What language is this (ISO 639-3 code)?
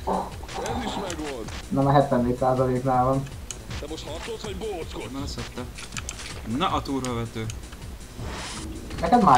hun